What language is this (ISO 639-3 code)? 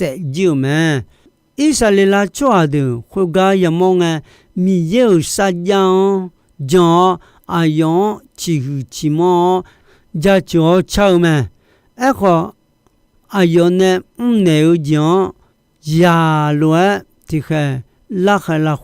ahk